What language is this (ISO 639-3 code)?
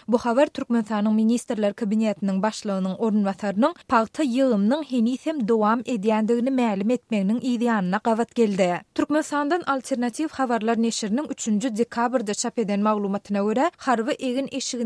tuk